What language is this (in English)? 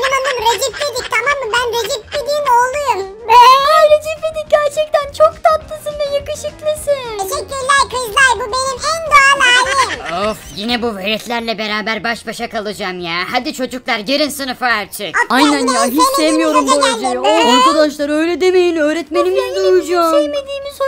Turkish